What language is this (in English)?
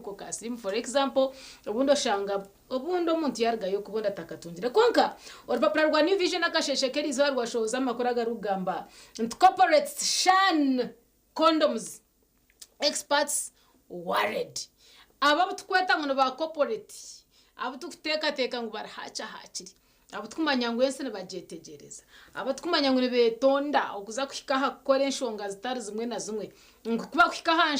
Nyankole